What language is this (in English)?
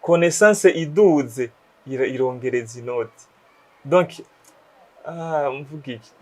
Rundi